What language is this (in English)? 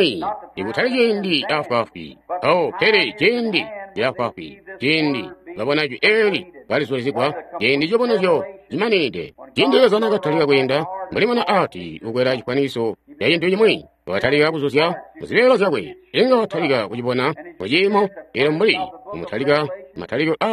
Tonga (Zambia)